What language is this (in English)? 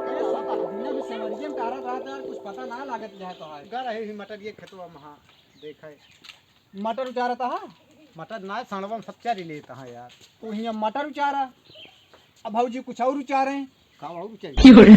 Awadhi